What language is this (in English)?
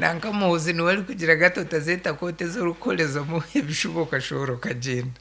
Nyankole